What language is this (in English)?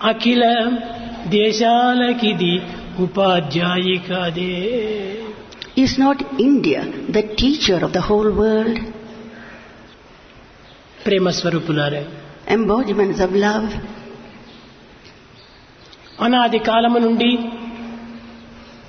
Telugu